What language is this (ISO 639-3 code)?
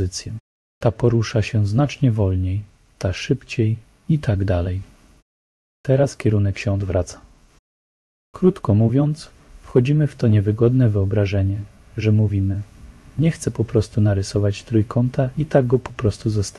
pol